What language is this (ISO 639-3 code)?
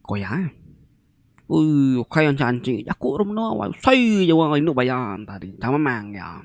iba